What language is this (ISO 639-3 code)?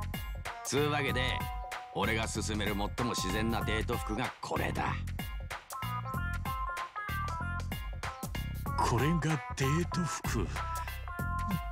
jpn